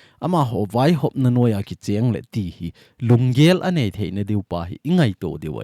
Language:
Thado Chin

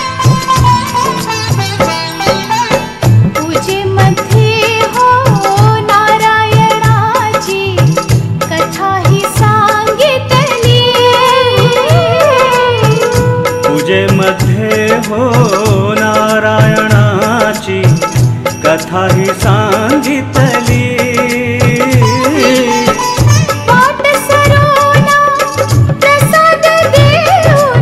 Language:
Marathi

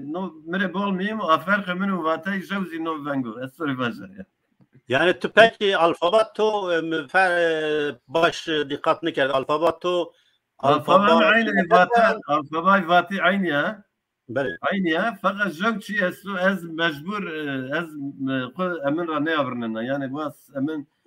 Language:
Zaza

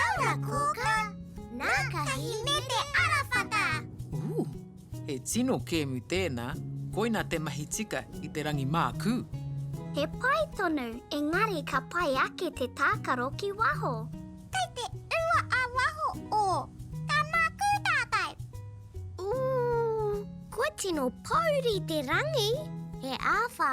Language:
Māori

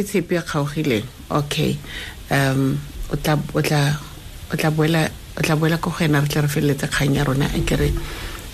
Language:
Tswana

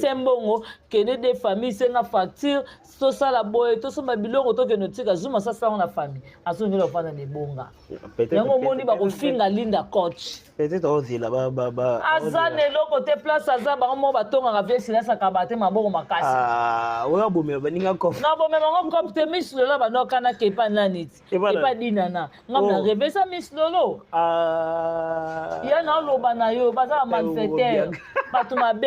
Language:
Lingala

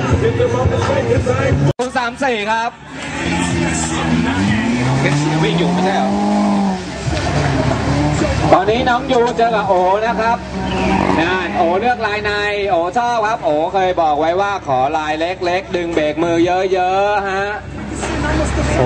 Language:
Thai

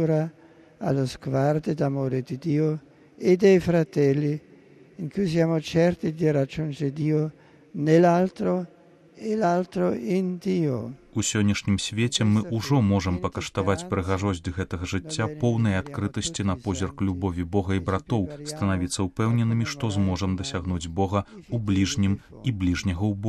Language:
Belarusian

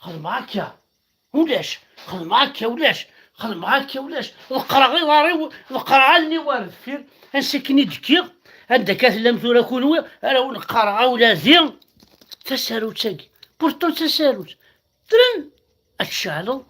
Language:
Kabyle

